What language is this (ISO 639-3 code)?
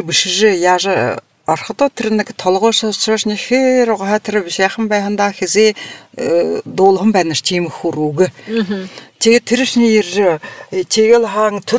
bua